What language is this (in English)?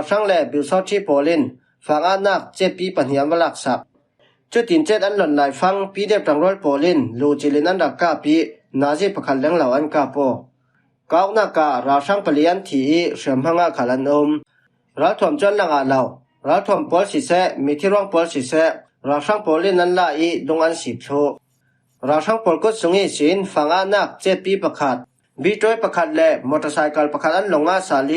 Falam Chin